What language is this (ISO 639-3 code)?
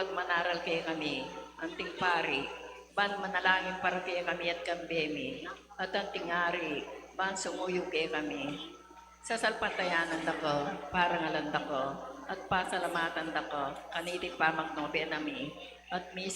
pam